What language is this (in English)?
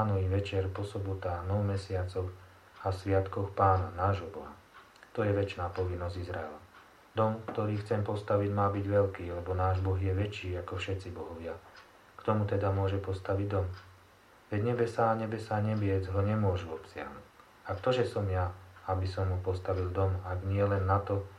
Slovak